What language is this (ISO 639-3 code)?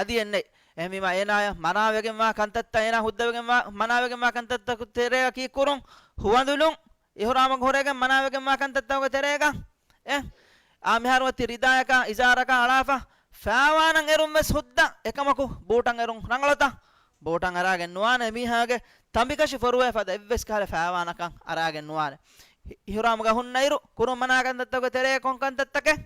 div